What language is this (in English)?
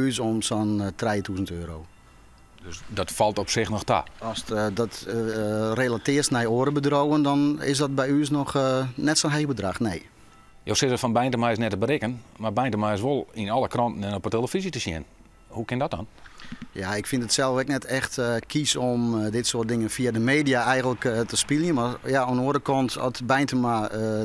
Western Frisian